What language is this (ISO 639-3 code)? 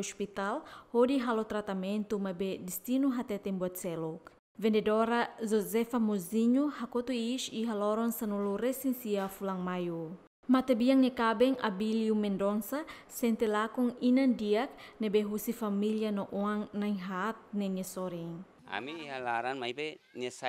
tet